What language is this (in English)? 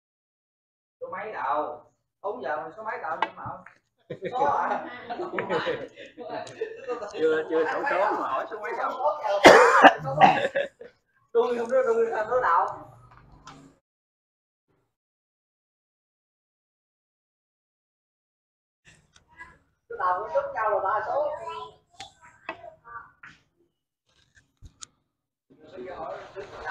Vietnamese